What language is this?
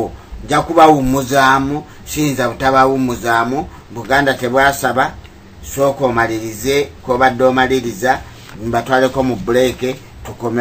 Ganda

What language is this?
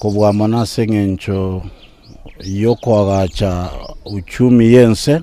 Gusii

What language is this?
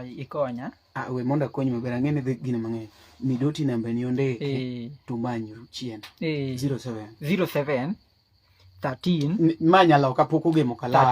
Luo (Kenya and Tanzania)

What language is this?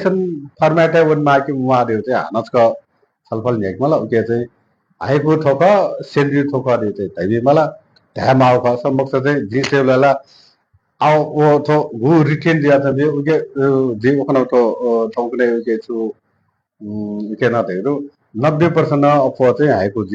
Newari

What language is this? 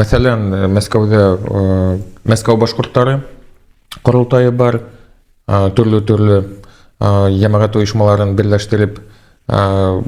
Bashkir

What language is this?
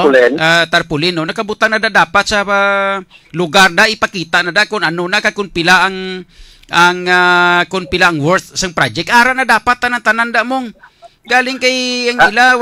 Hiligaynon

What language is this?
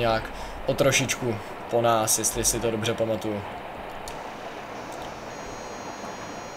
Czech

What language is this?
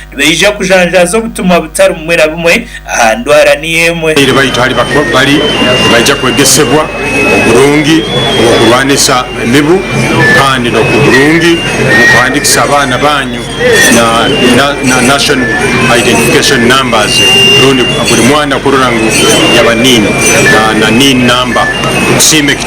Nyankole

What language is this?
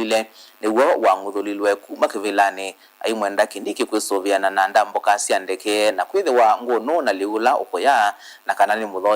Kamba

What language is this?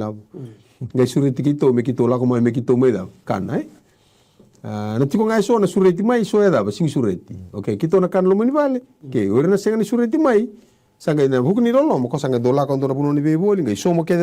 Fijian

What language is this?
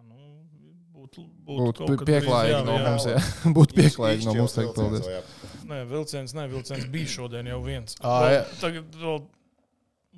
Latvian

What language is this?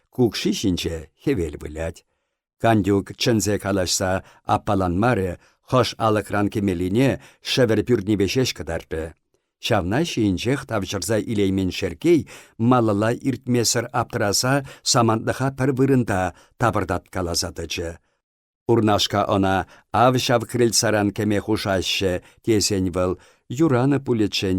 Chuvash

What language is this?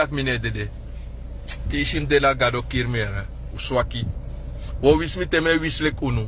Sranan Tongo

